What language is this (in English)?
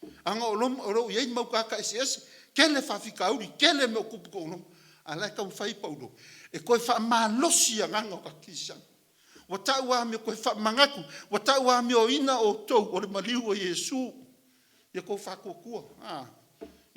Samoan